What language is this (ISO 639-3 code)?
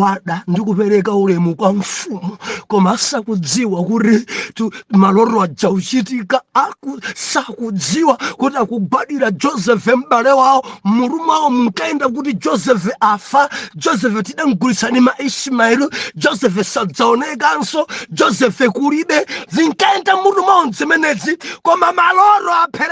nya